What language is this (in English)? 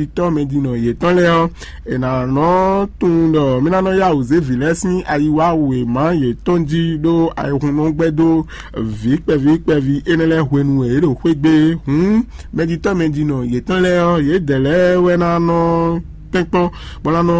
Fon